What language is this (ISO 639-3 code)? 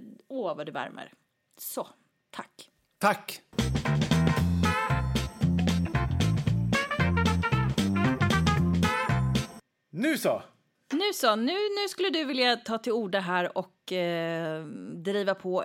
swe